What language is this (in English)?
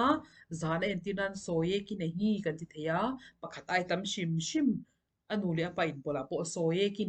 Mizo